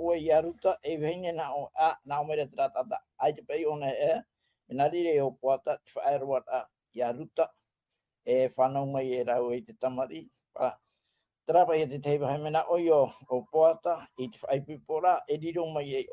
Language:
Tahitian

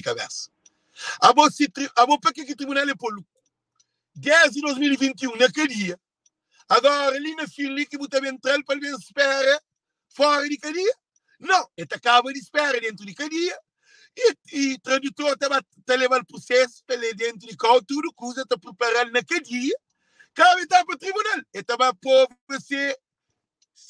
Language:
Kabuverdianu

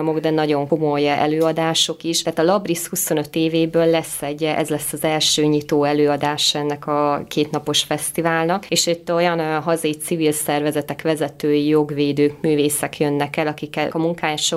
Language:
Hungarian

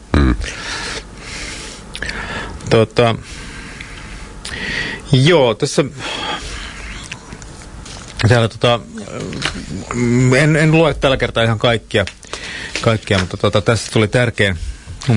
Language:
Finnish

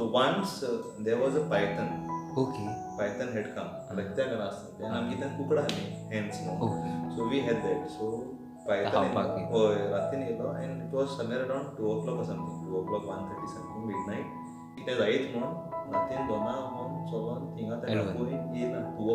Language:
Konkani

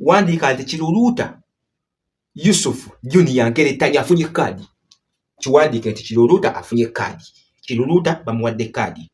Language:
Ganda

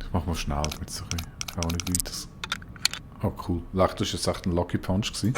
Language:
Swiss German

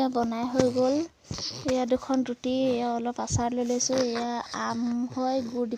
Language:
Assamese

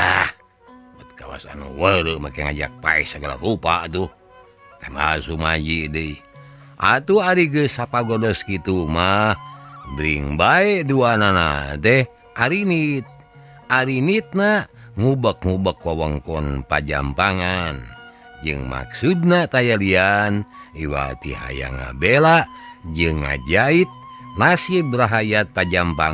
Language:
Sundanese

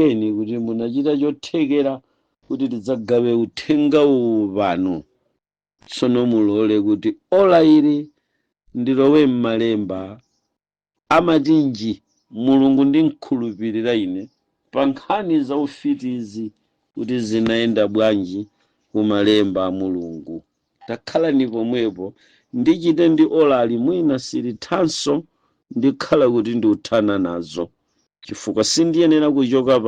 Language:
Nyanja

